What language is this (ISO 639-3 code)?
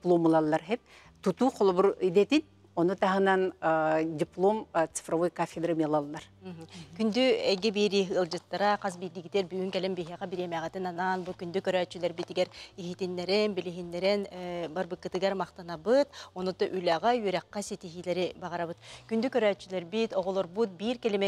sah